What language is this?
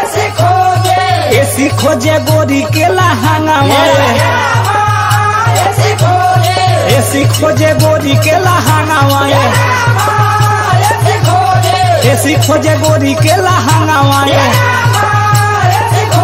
Bhojpuri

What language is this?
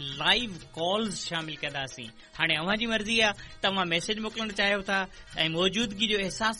Sindhi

